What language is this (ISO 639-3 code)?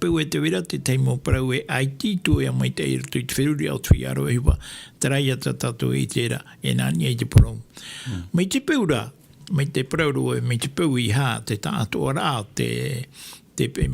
tah